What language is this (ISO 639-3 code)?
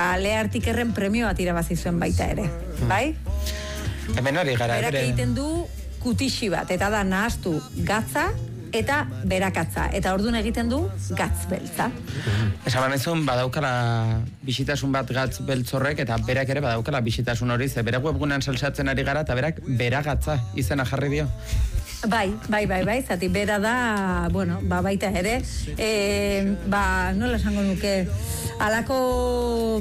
eus